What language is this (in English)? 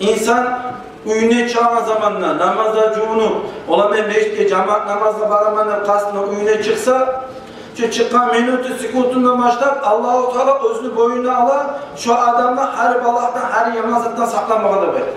Kumyk